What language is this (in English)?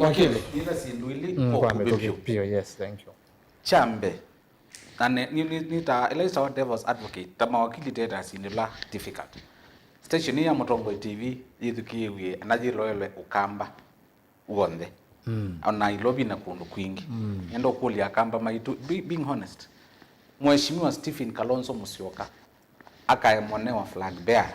Kamba